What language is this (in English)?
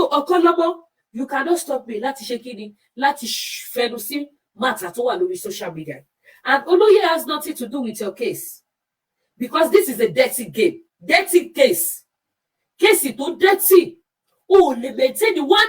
Yoruba